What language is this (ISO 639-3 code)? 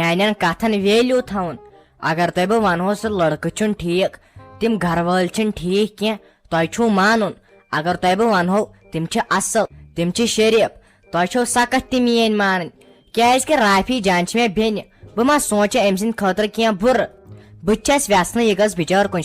kas